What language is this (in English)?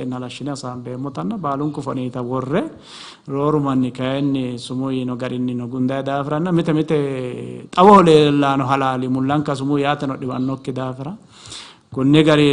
Sidamo